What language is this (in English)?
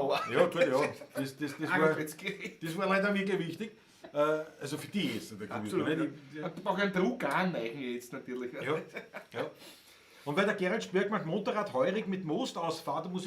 Bavarian